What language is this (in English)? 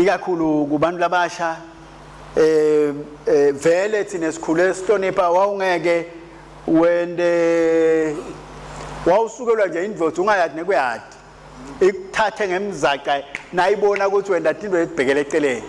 Swati